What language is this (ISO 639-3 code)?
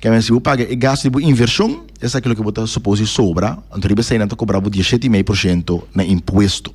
pap